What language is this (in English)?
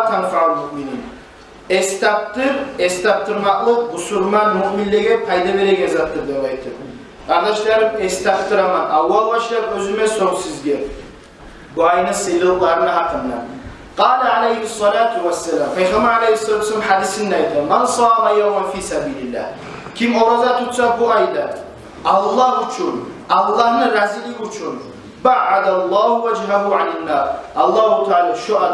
Kumyk